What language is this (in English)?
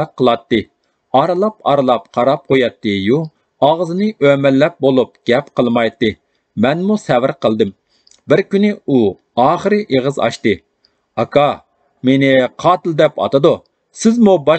Uyghur